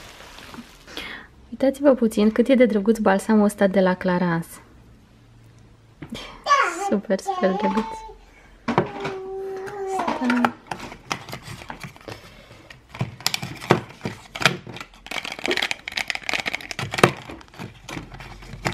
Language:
Romanian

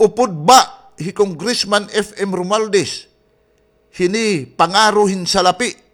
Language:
Waray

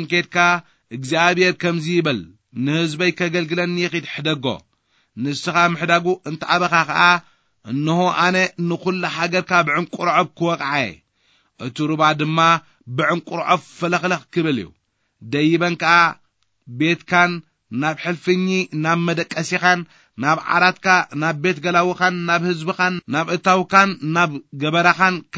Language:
Tigrinya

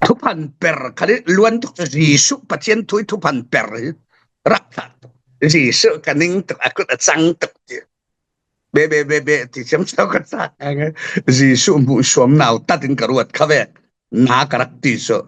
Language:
Falam Chin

